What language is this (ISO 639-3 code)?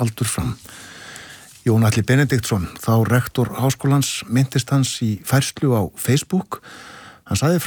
isl